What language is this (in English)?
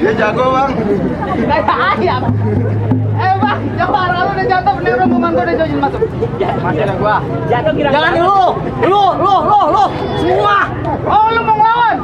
Betawi